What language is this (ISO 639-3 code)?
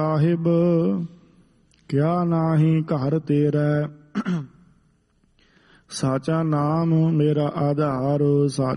pan